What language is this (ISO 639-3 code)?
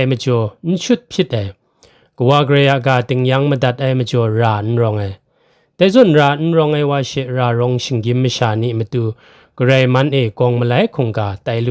kac